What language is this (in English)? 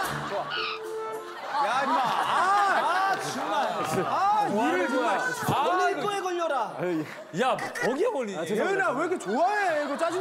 Korean